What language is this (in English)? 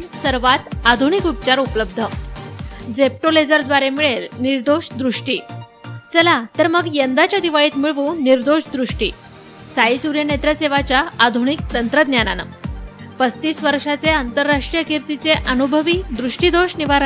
Marathi